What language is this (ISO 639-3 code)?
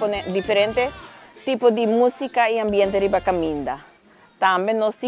pap